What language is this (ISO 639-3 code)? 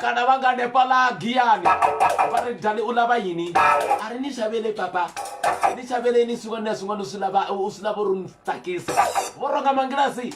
ven